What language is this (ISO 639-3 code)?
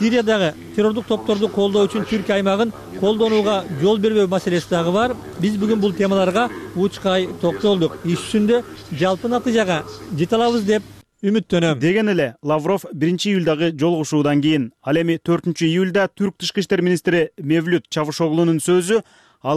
kir